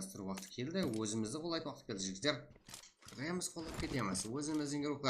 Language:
Kara-Kalpak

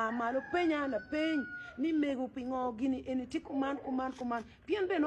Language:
Acoli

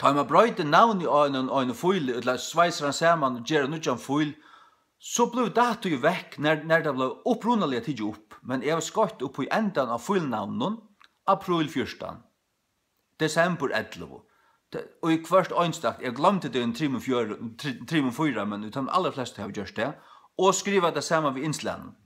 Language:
Faroese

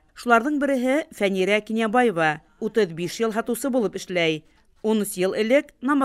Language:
Bashkir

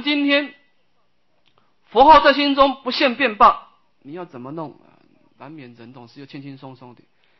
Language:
Chinese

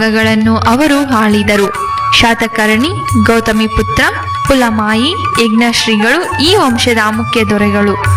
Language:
Kannada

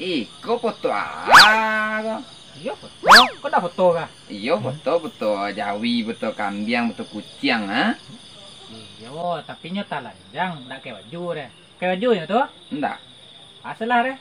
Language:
Minangkabau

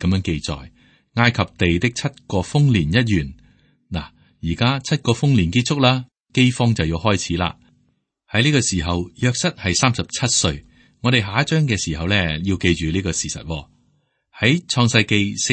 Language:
Cantonese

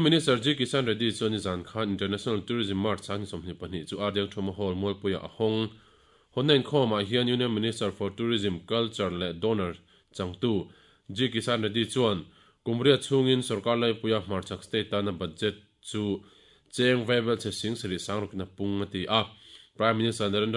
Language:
Mizo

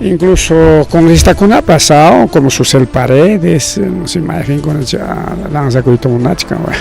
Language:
Ayacucho Quechua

